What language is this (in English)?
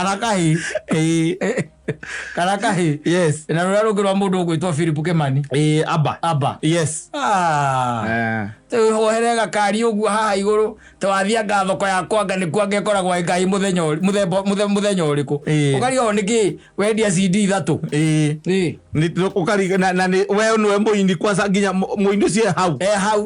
Kikuyu